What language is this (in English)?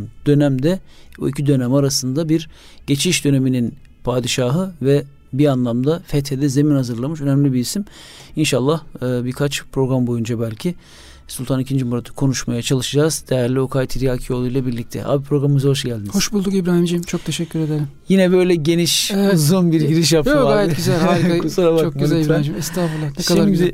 Turkish